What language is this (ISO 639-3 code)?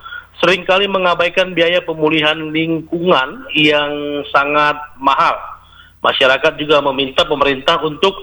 ind